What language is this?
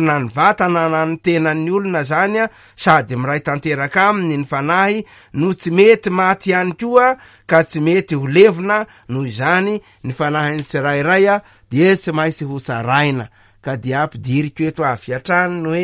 Malagasy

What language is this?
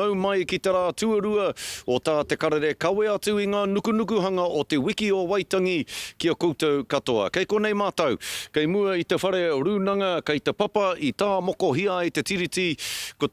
Māori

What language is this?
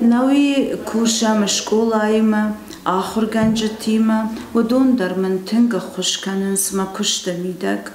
Ossetic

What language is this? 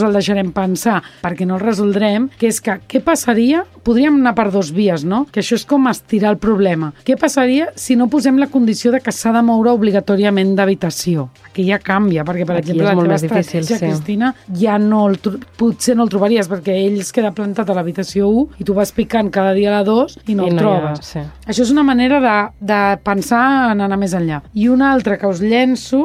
Catalan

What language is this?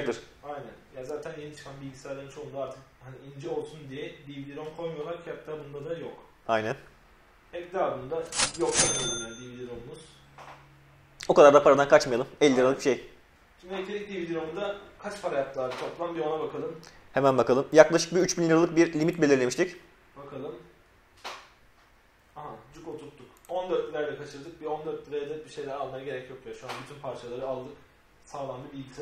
Turkish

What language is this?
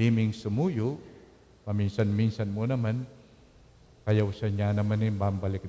Pampanga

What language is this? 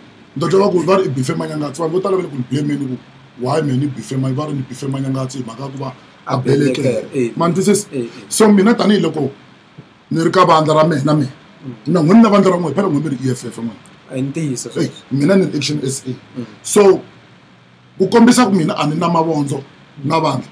Tsonga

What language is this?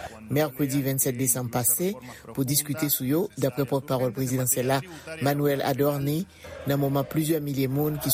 Haitian Creole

